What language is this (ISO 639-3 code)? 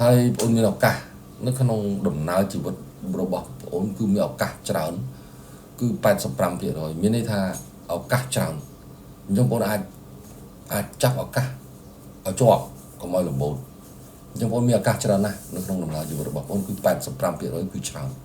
khm